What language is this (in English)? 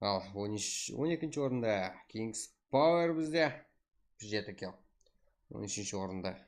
Kara-Kalpak